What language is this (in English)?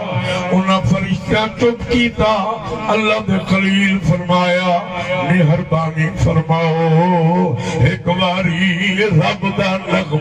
Saraiki